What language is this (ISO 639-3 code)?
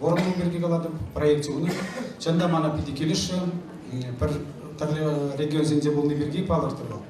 chv